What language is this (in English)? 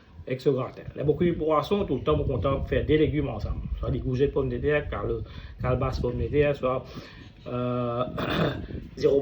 Morisyen